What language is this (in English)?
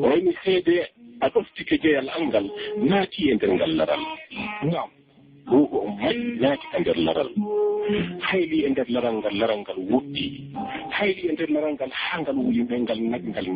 Fula